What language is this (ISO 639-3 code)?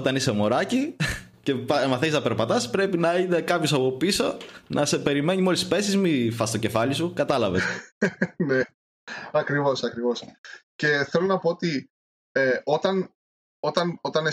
ell